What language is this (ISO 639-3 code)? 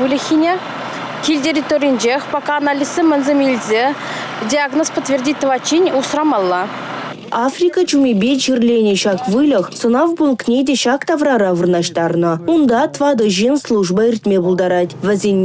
chv